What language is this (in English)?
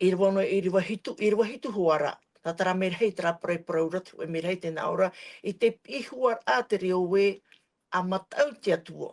Tahitian